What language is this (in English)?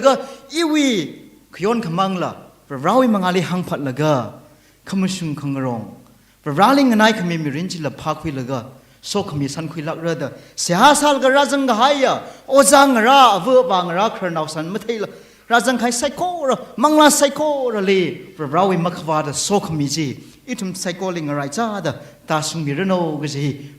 Tangkhul Naga (India)